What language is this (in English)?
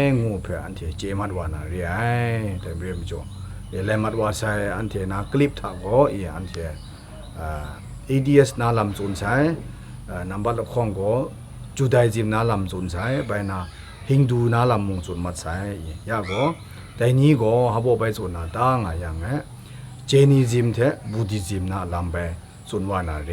Kachin